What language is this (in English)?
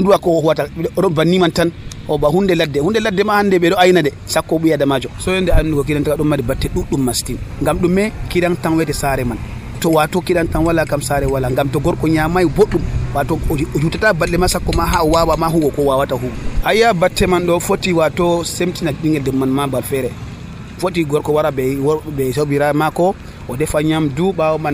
Nigerian Fulfulde